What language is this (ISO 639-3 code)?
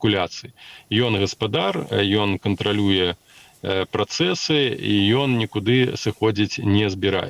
bel